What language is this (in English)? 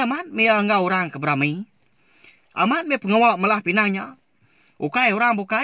Iban